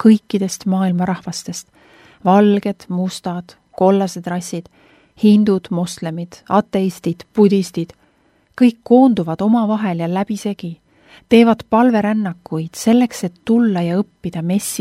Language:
Estonian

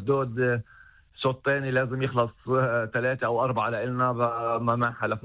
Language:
North Levantine Arabic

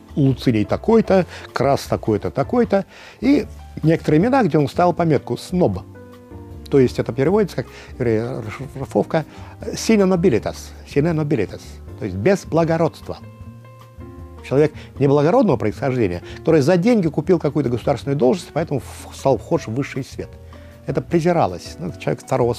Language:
Russian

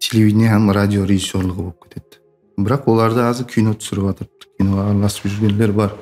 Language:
Kara-Kalpak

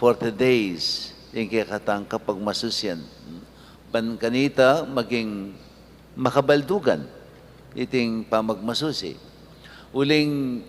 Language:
Pampanga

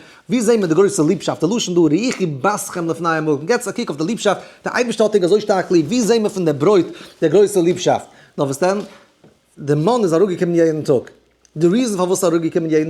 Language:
Yiddish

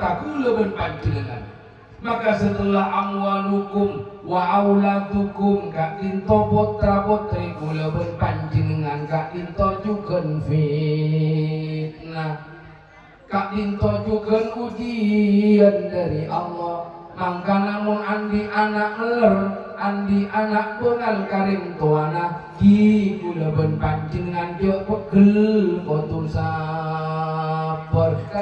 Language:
Madurese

